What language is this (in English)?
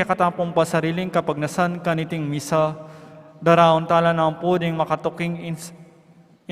Pampanga